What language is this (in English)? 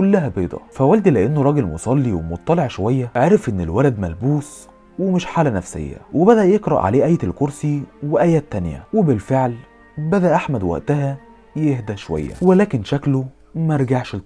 Egyptian Arabic